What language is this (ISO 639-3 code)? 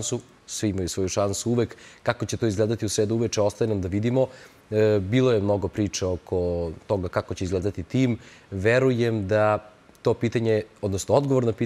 srp